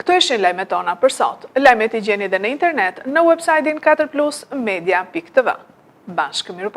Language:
Albanian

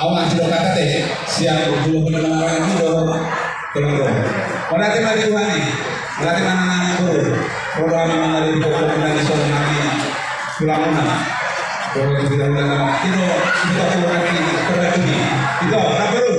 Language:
Batak Toba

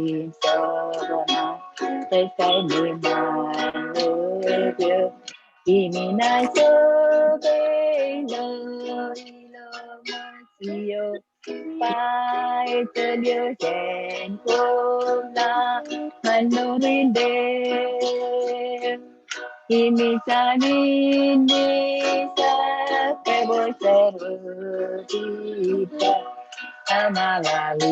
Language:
Marshallese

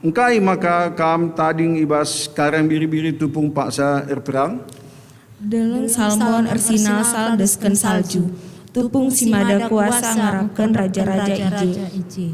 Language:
Batak Karo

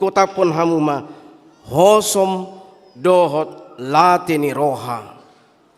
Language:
Batak Toba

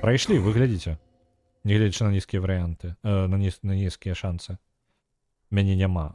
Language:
Belarusian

